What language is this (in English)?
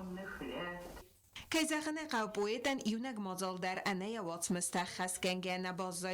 Ossetic